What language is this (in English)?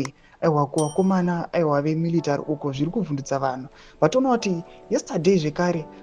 Shona